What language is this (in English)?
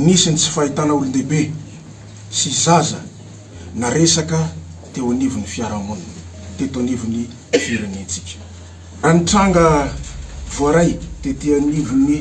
Malagasy